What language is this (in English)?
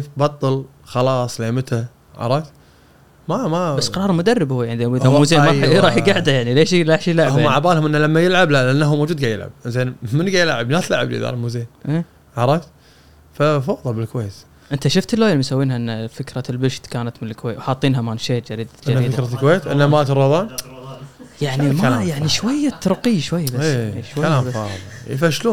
Gulf Arabic